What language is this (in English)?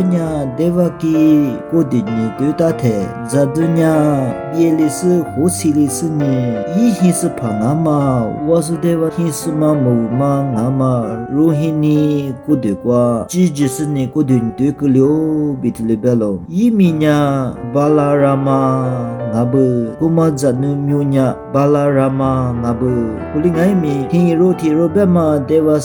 Lisu